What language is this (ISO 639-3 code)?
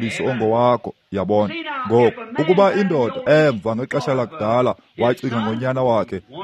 xho